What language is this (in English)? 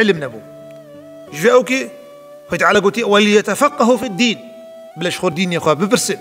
Kurdish